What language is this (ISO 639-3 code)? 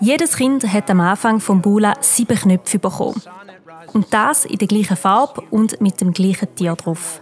gsw